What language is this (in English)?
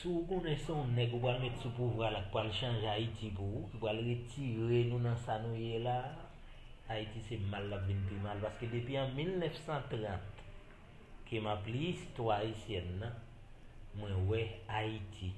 Haitian Creole